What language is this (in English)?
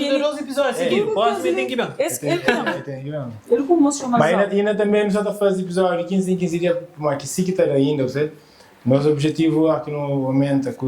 Kabuverdianu